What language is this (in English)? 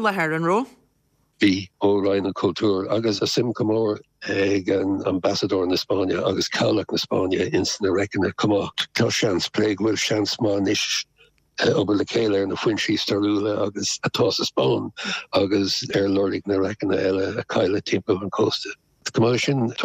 Irish